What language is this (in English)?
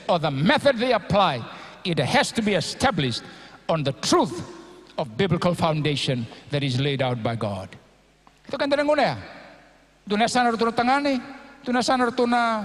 Fijian